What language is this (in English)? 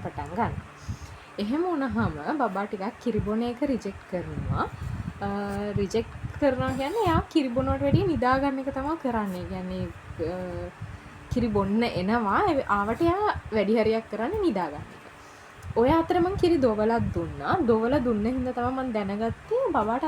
Sinhala